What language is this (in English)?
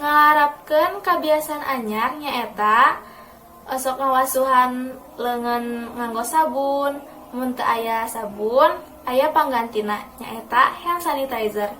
Sundanese